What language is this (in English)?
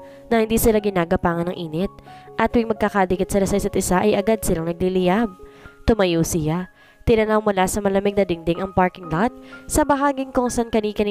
Filipino